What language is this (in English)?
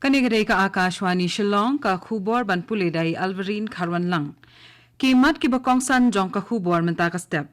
Khasi